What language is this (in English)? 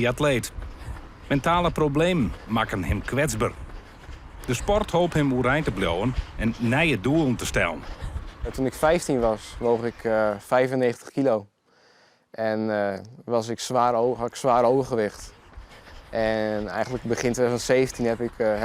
Western Frisian